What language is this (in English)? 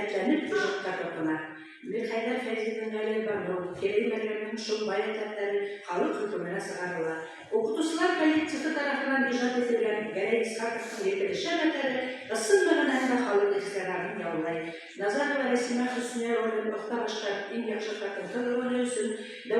Bashkir